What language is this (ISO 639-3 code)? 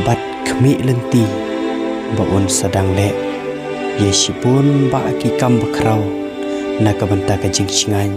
kha